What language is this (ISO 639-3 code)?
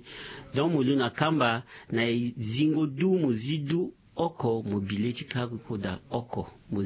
sag